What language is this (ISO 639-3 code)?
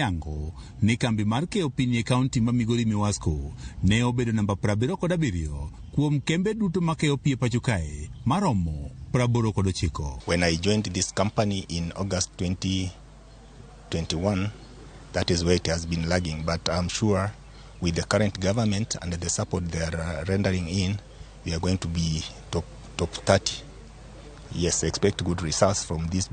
luo